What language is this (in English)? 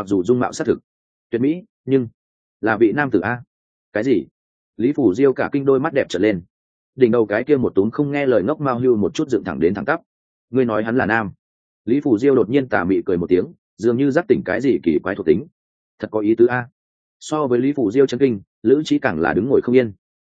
Vietnamese